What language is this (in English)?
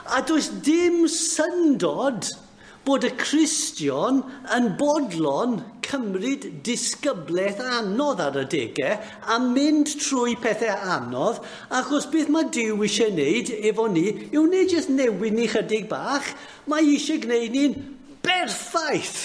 Welsh